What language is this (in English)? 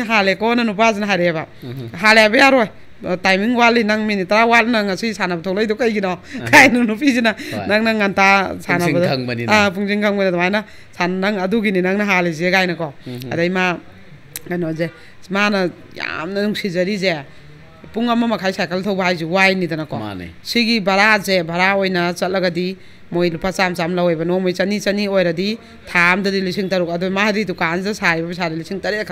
Manipuri